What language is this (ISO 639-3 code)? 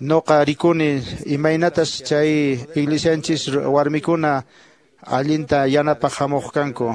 que